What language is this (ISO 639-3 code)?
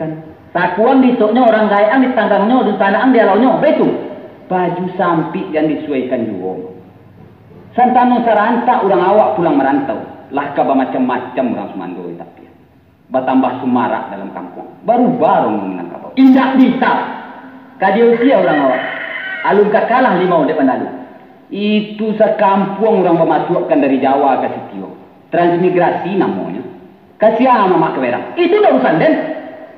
min